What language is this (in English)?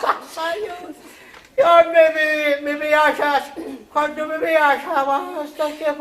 Sicilian